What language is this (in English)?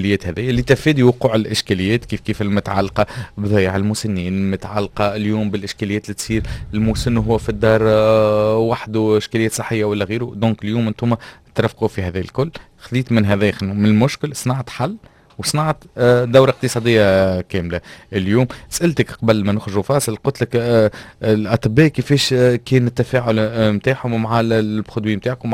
Tunisian Arabic